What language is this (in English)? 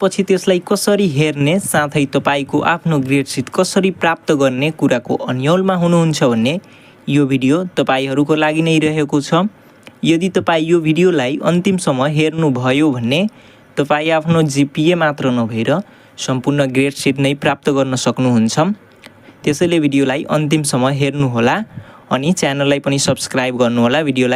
Nepali